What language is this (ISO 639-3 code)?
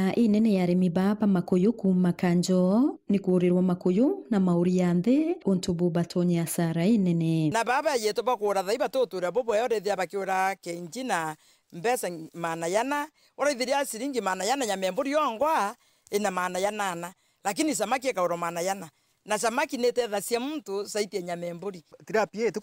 mer